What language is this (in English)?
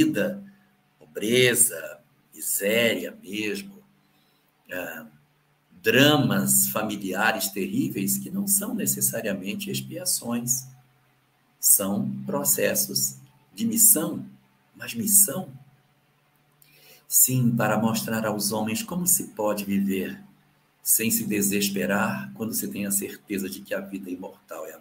Portuguese